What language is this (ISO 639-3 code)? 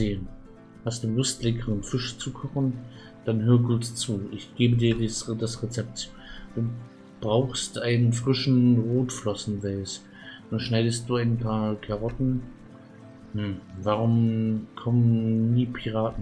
deu